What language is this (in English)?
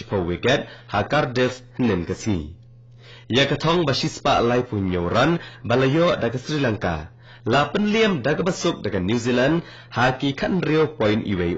Khasi